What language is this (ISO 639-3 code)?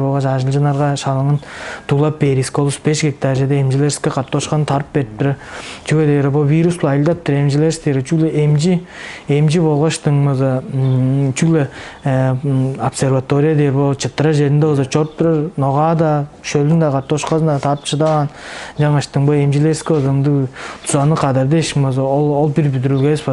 tyv